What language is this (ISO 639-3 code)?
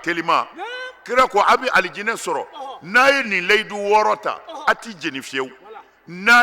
bam